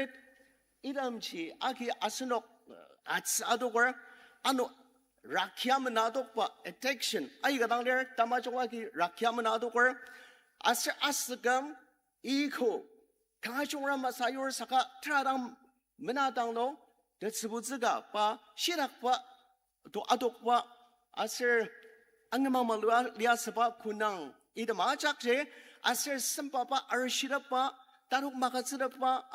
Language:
Ao Naga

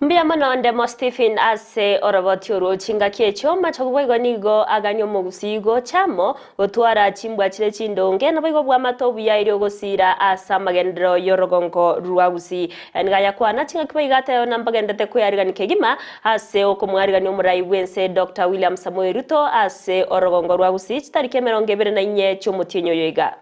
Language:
Gusii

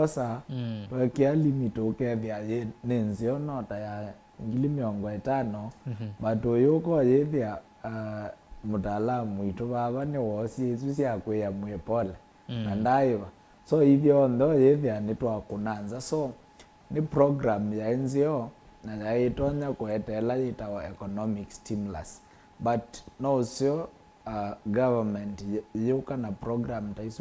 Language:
Kamba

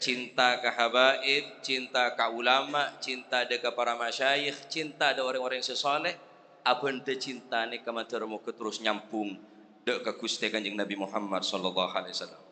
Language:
Madurese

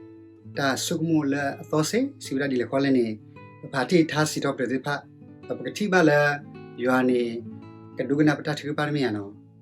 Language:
S'gaw Karen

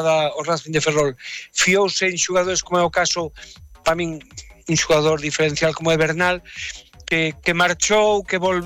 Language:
Galician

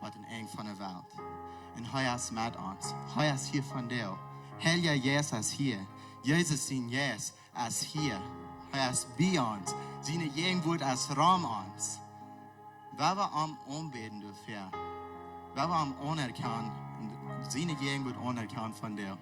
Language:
Plautdietsch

